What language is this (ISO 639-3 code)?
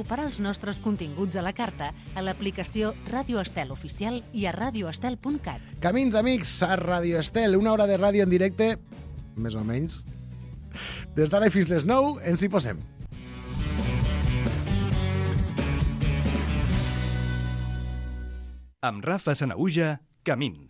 cat